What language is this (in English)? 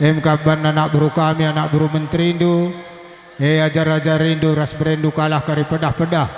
Batak Karo